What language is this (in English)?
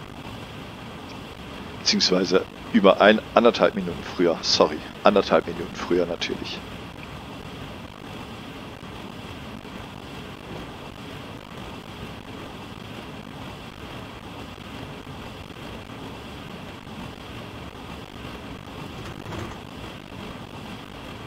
German